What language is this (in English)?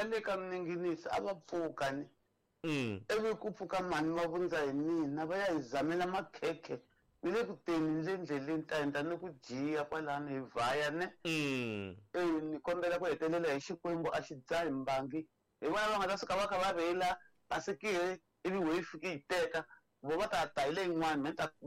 Tsonga